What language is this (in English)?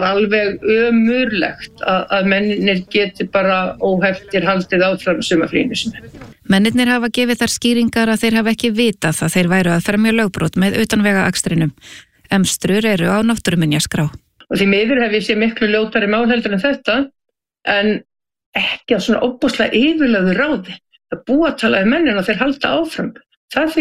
Icelandic